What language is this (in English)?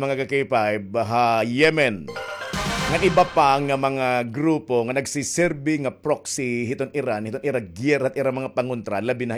Waray